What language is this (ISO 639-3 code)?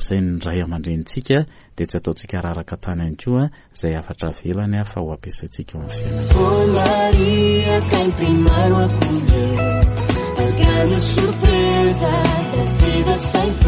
mlg